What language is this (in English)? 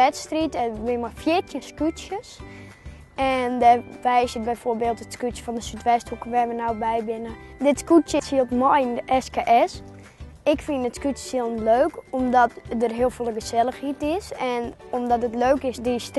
Western Frisian